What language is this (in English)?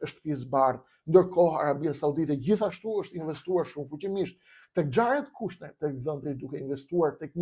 Albanian